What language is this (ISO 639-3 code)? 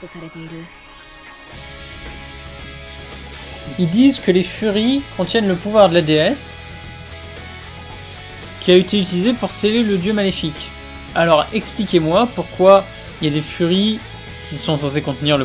fra